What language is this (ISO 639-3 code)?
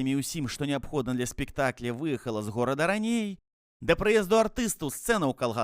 bel